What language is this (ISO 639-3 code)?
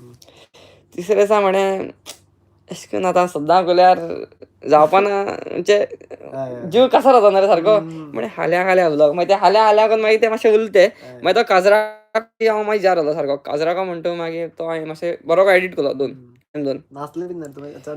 kok